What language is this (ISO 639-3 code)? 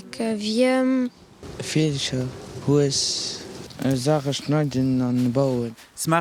ltz